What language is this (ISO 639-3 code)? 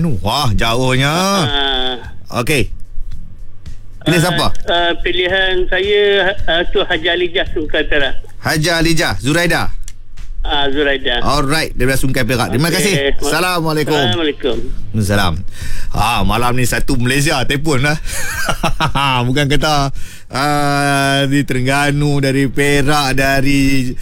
msa